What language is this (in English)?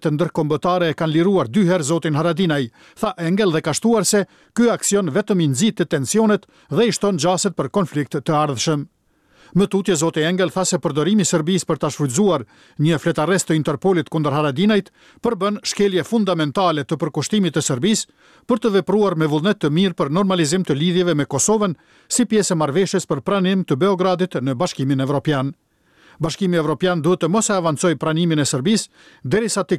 Albanian